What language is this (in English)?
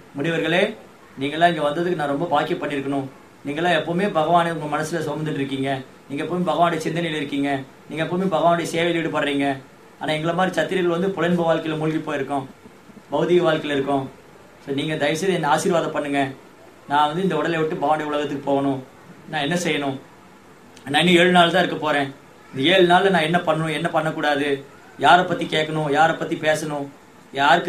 Tamil